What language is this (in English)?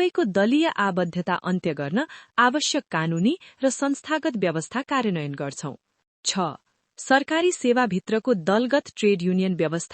Nepali